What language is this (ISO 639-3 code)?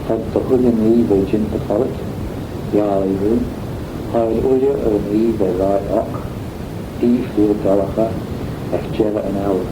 glv